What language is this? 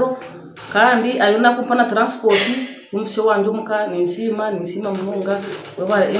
Nyankole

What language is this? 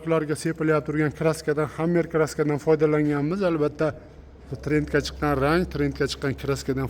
Uzbek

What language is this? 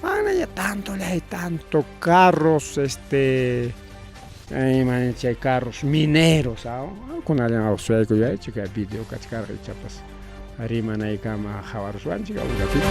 Ayacucho Quechua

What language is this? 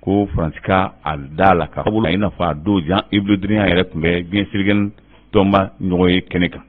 Bambara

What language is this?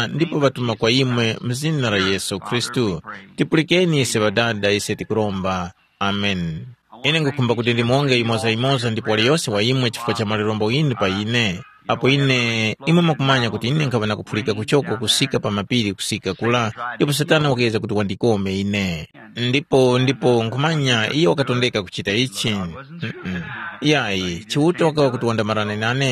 Tumbuka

